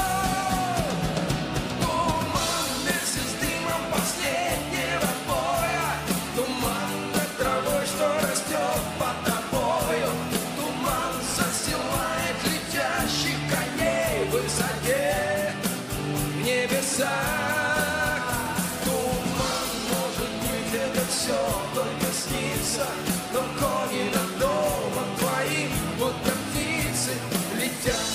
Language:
Russian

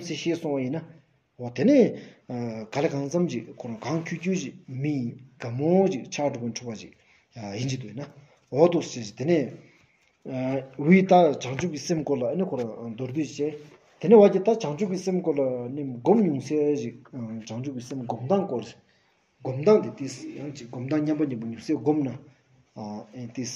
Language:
Stod Bhoti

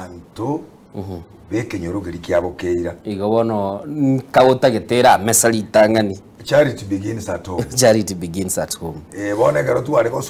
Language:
Gusii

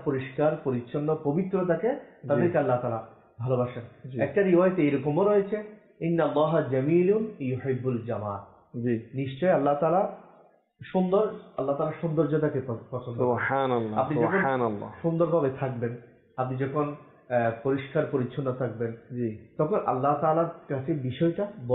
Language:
Bangla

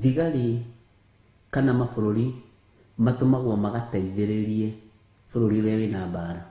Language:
Kikuyu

